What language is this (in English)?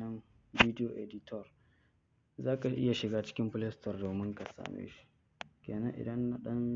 Hausa